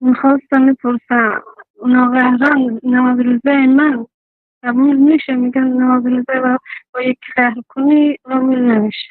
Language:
Persian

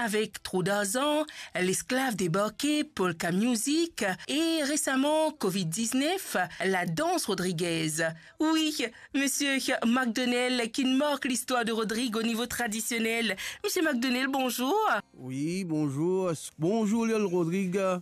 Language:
Morisyen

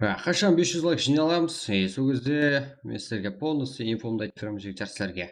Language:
Kara-Kalpak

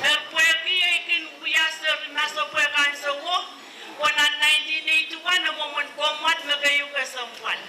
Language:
Pohnpeian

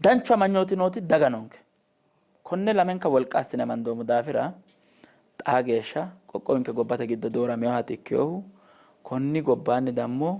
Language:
Sidamo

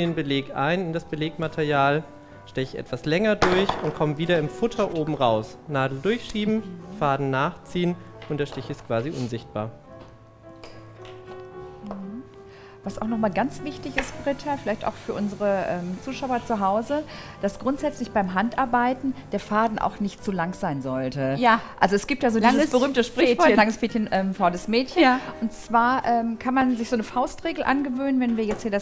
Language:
German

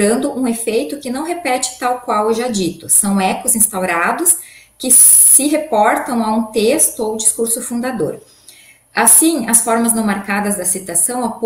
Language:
Portuguese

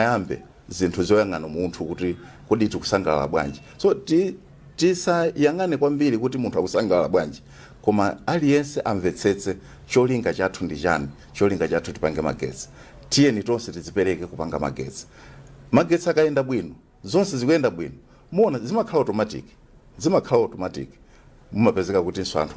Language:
Nyanja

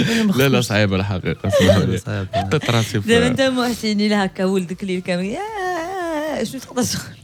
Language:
Moroccan Arabic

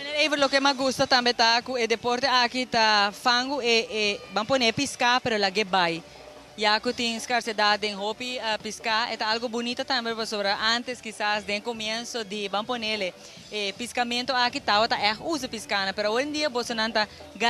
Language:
Papiamento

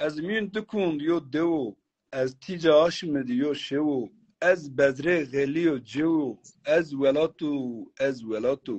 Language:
Zaza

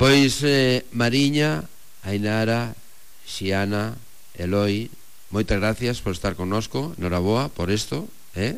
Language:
Galician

